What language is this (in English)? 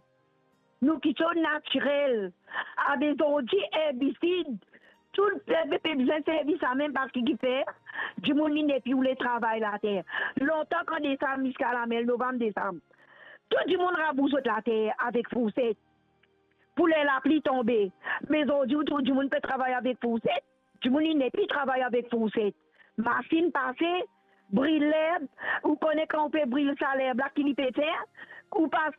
Morisyen